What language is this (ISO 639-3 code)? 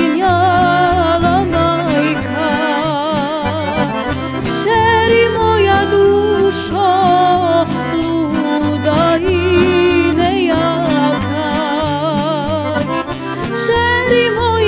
bos